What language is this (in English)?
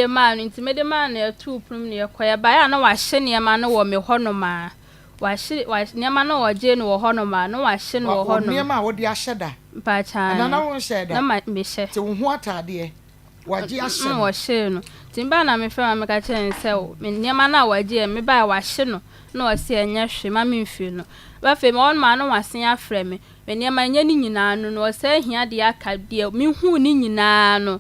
Akan